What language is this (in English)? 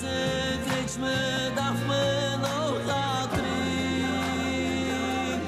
Yiddish